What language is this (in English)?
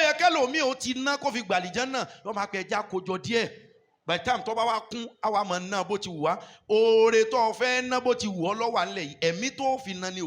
Yoruba